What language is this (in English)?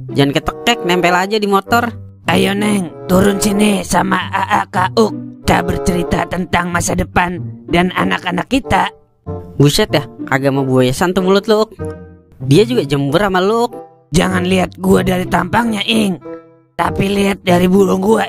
Betawi